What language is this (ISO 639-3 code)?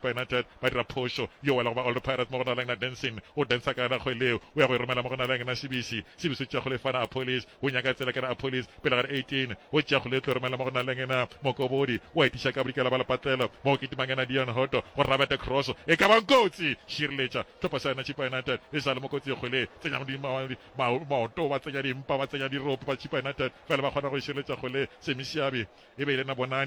nso